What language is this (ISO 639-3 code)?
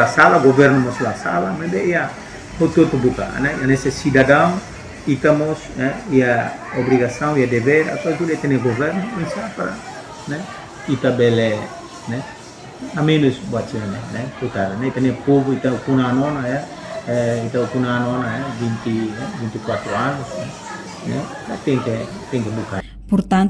tet